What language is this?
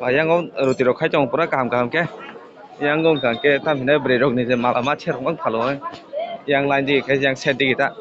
Kok Borok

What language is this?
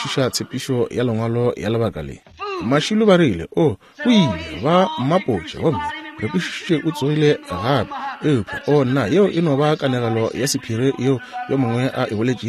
Northern Sotho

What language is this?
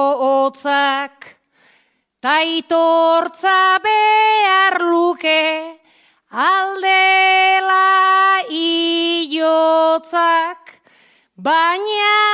Basque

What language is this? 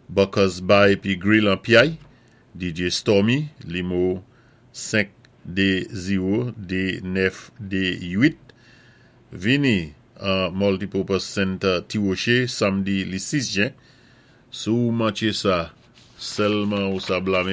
Saint Lucian Creole French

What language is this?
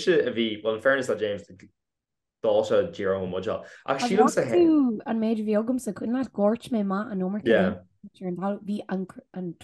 Irish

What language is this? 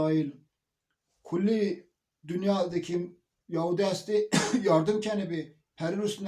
Zaza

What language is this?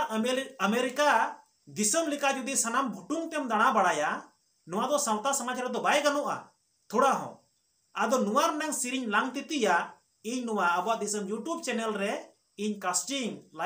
Santali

